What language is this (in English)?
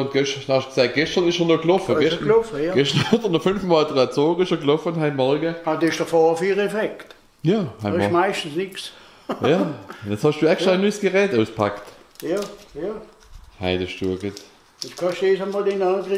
Swabian